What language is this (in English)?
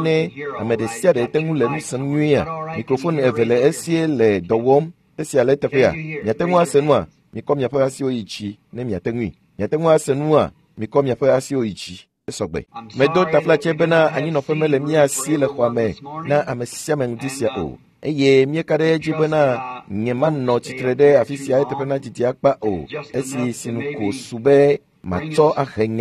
Ewe